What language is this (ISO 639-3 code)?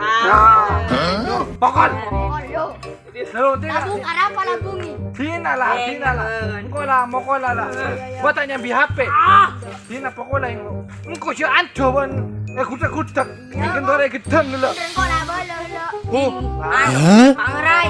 mad